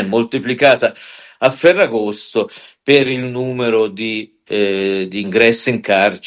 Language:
Italian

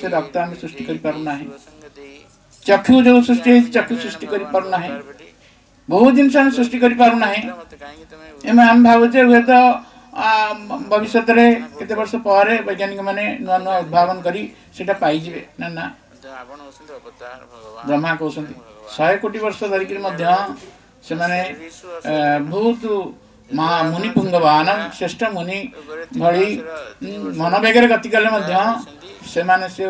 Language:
Odia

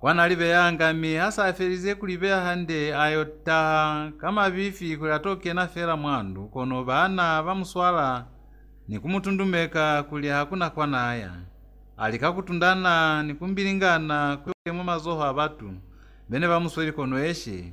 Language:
Lozi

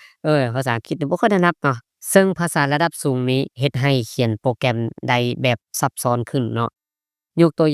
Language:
Lao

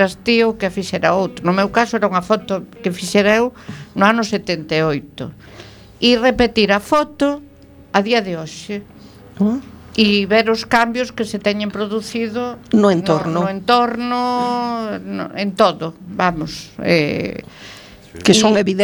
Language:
Galician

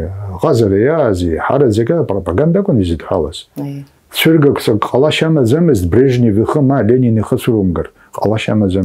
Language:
Abkhazian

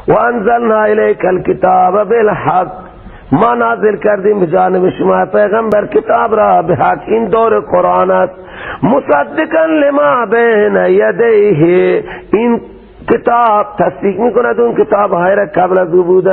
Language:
Persian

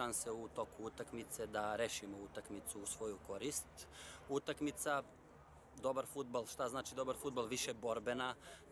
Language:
Serbian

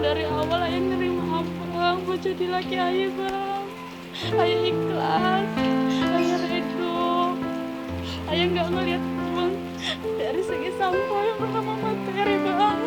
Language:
Betawi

